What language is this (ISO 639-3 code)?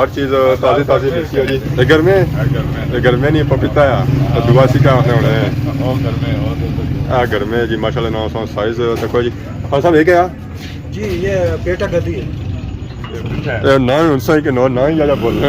phr